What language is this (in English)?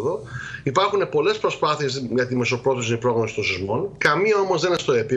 Greek